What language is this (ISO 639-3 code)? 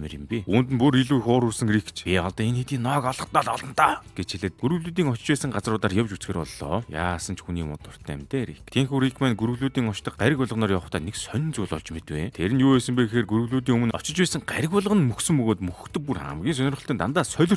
mon